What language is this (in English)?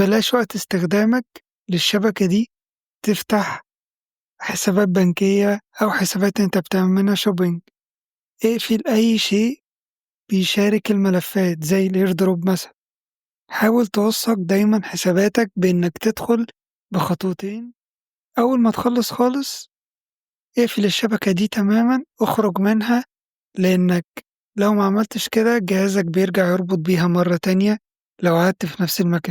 Egyptian Arabic